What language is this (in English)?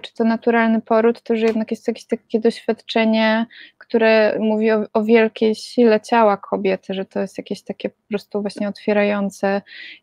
Polish